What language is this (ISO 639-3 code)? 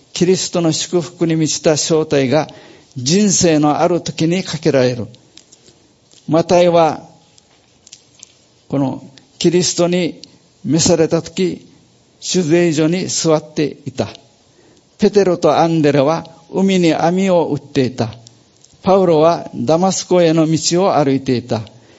jpn